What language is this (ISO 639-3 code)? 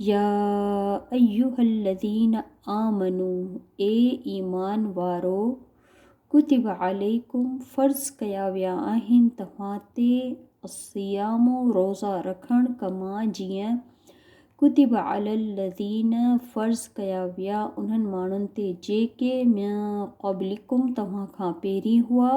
snd